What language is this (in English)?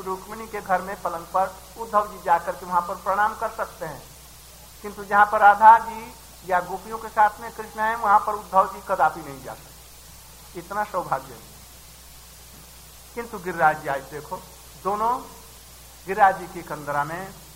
Hindi